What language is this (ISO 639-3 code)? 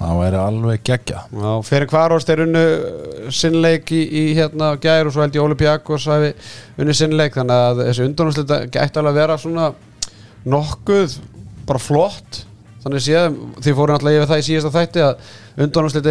isl